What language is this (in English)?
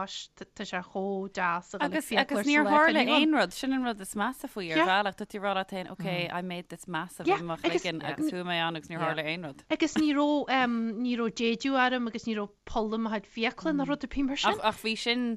Irish